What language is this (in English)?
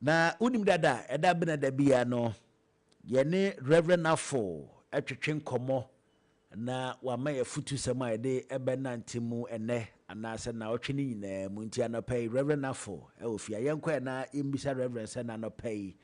Akan